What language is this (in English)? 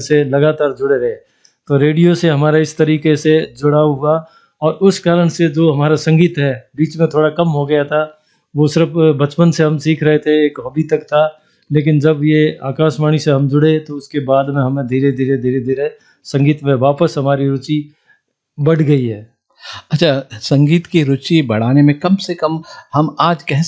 Hindi